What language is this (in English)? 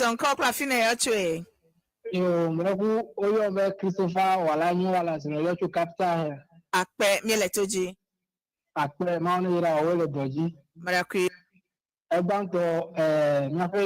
Ewe